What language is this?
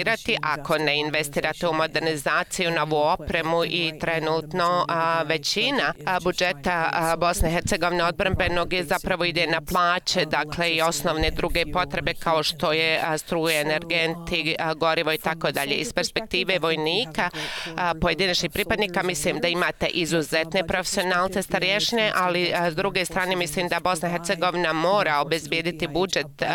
Bosnian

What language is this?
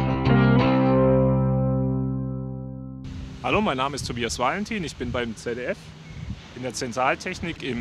German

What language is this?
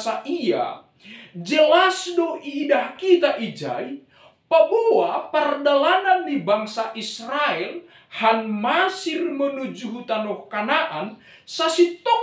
Batak Simalungun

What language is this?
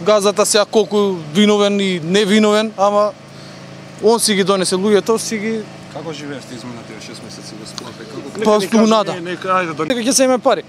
Macedonian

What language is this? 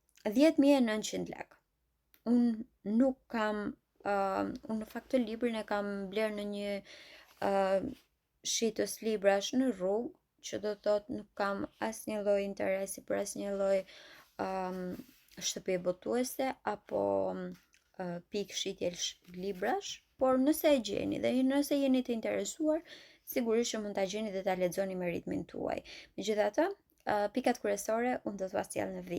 Albanian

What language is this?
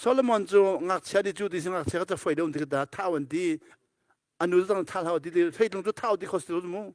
Hakha Chin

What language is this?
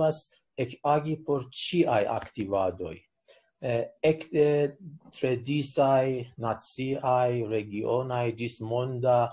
Esperanto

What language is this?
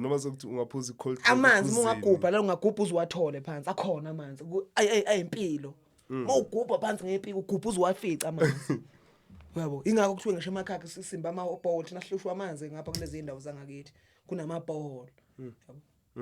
Zulu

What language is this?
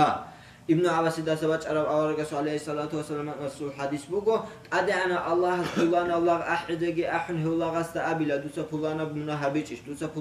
Avaric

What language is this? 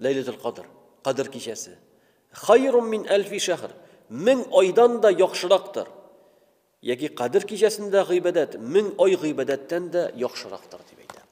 Tatar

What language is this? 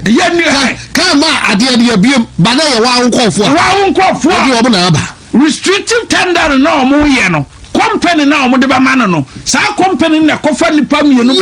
Akan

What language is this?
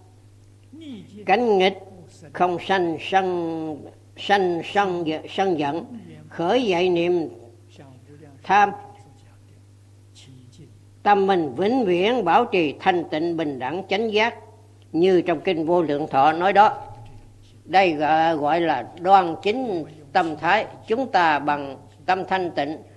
Vietnamese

